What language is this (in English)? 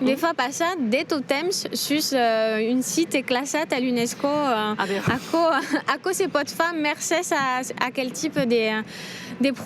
Occitan